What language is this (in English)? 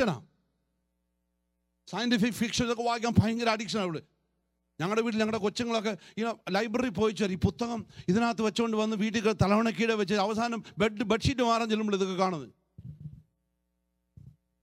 Malayalam